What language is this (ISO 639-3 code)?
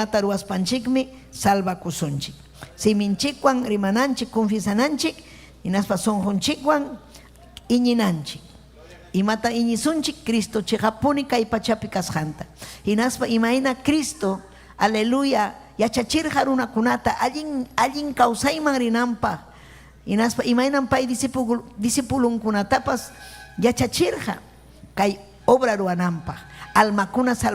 quy